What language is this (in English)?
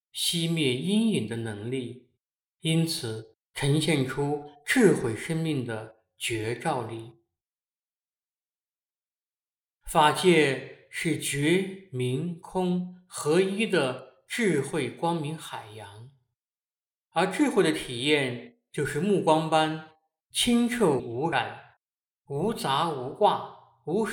Chinese